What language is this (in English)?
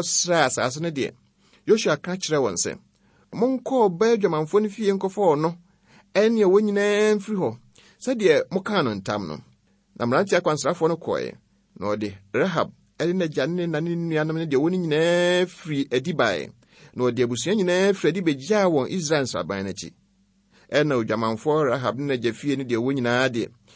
Akan